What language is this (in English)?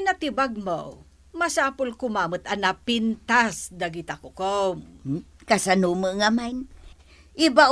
Iloko